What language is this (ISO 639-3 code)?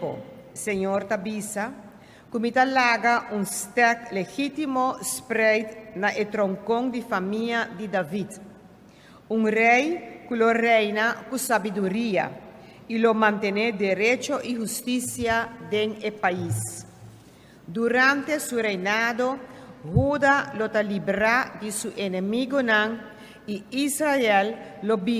pap